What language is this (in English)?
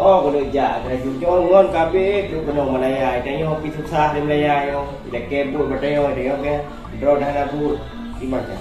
Achinese